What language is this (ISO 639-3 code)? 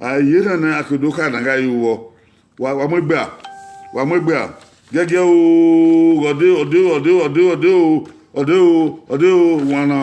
bin